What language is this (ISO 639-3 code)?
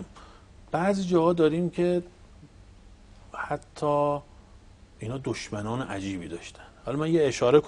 fas